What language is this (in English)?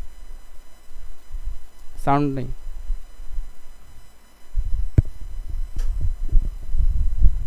Bangla